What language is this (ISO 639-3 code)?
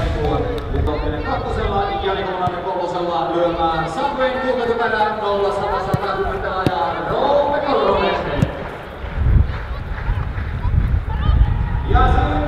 fin